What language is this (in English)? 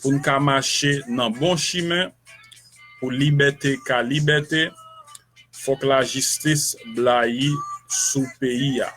Haitian Creole